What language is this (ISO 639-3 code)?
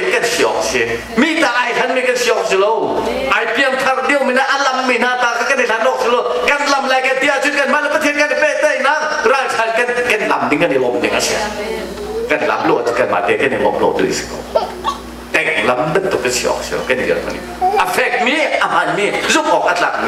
cnh